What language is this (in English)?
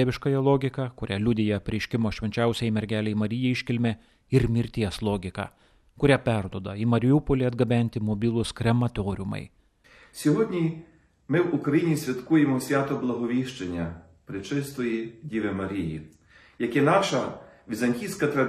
Lithuanian